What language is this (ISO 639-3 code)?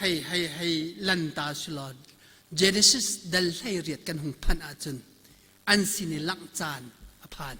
cnh